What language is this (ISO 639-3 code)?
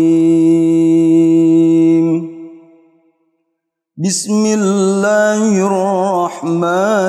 ara